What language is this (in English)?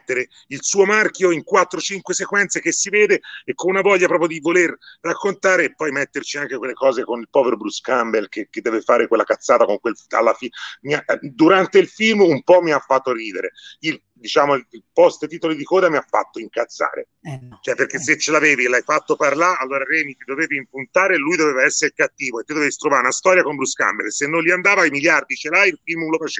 Italian